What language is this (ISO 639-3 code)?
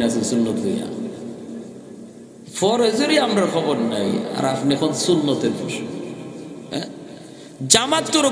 ben